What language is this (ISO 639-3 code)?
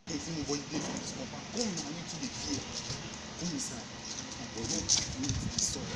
pcm